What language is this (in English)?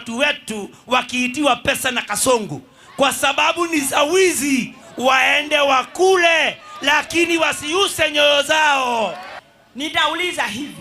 Gusii